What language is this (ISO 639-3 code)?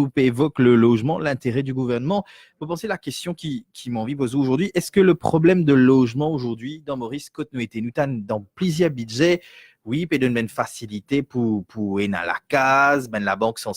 mfe